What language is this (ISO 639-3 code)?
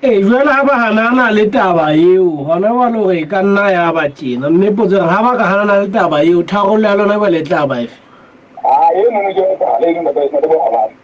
sot